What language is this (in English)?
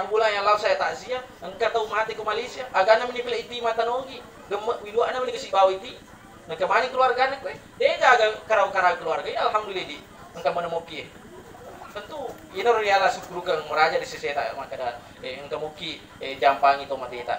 Buginese